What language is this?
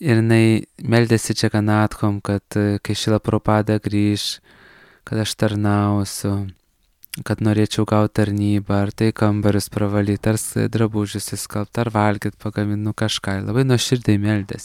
Lithuanian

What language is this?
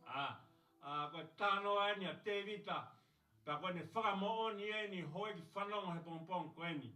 Tongan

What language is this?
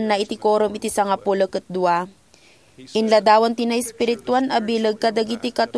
Iloko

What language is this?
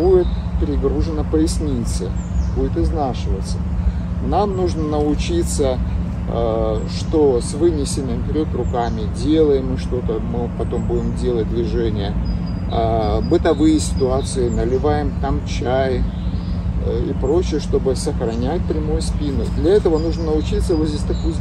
Russian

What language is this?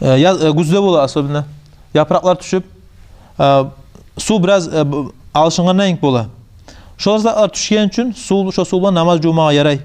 Kumyk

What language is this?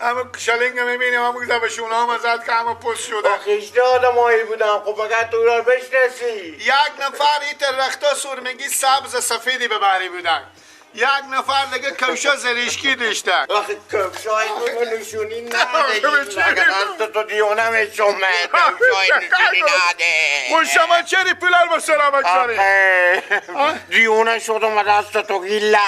Persian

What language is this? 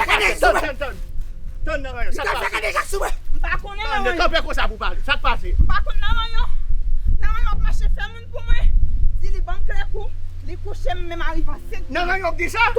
Haitian Creole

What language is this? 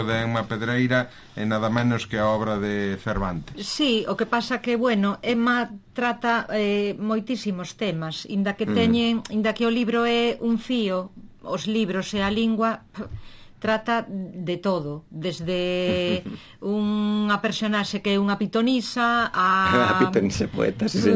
Galician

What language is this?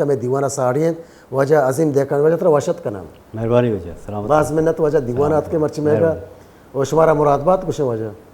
Baluchi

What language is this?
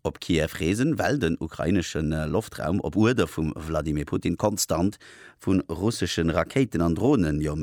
Luxembourgish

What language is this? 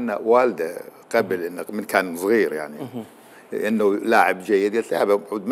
Mesopotamian Arabic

